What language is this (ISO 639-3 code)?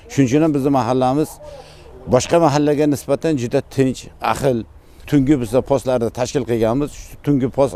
uzb